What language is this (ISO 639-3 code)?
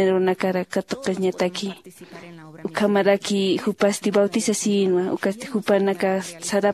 aym